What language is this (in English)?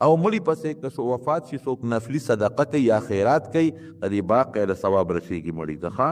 Pashto